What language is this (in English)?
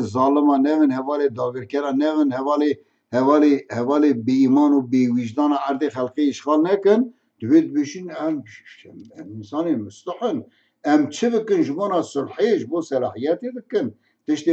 Kurdish